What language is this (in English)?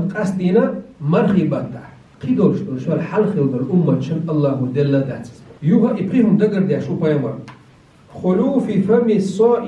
Chechen